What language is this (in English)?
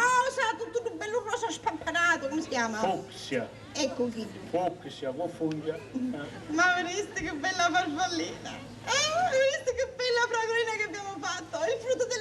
Sicilian